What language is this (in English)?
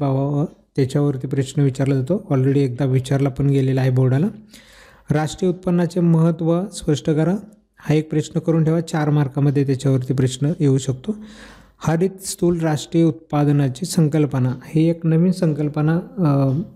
Marathi